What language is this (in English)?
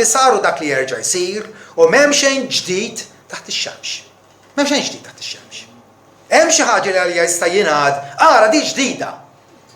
Maltese